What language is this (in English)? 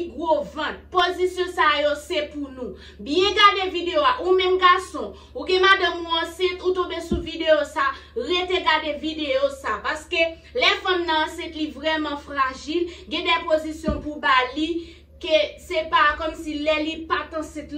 Haitian Creole